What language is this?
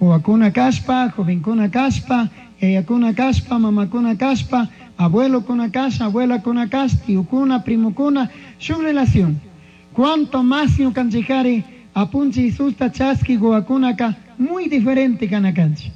Chimborazo Highland Quichua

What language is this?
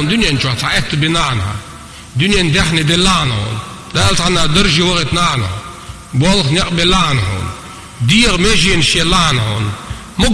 Chechen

